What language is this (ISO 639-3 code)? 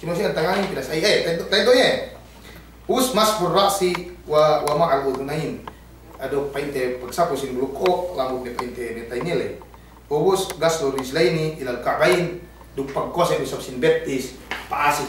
yka